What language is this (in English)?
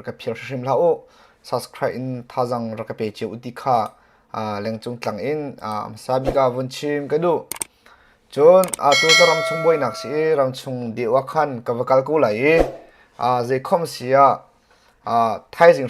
Hakha Chin